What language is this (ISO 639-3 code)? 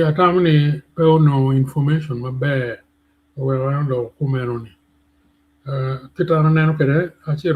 ach